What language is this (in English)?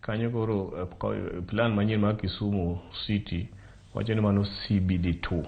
Luo (Kenya and Tanzania)